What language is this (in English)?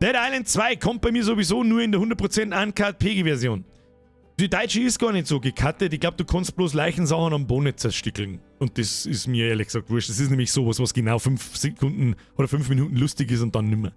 Bavarian